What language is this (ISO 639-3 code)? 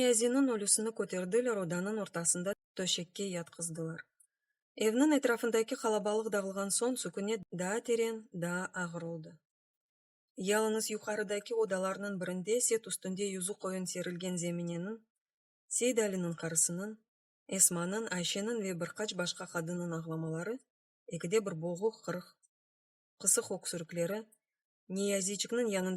crh